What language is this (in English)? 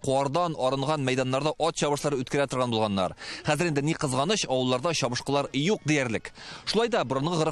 Tatar